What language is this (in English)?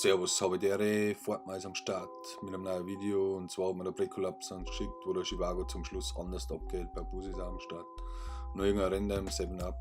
Bavarian